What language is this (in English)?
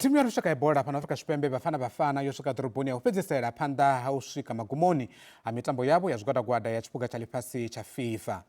Venda